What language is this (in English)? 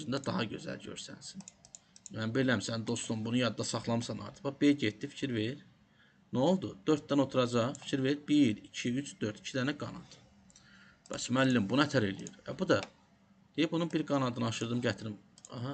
Azerbaijani